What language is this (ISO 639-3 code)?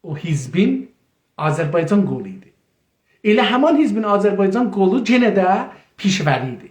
azb